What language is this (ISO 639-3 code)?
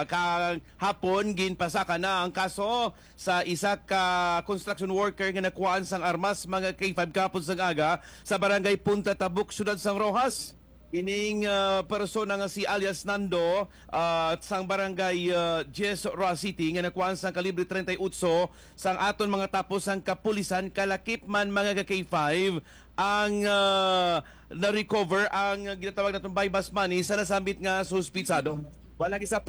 hil